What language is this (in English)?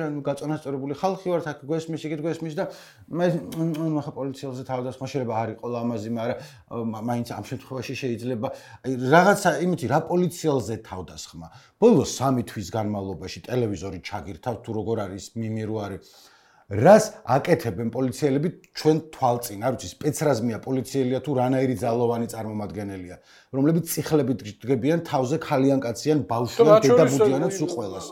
Georgian